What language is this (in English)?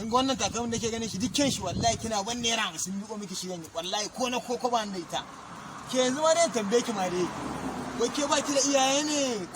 Hausa